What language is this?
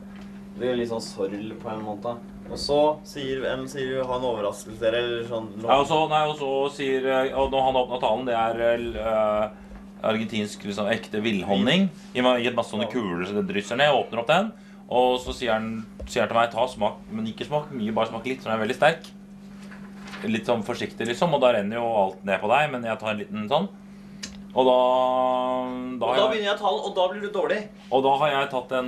Norwegian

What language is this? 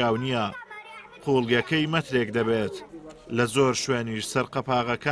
Central Kurdish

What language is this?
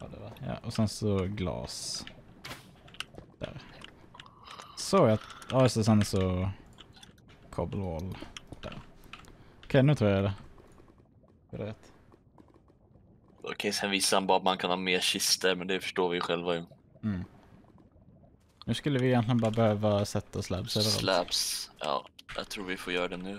Swedish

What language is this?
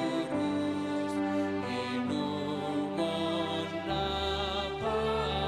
Batak Simalungun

